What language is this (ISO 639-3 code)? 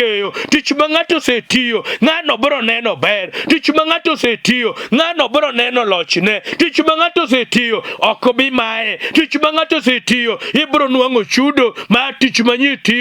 luo